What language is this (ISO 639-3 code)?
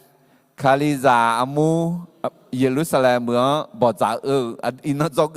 ahk